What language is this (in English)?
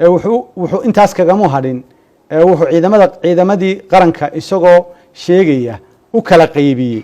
Somali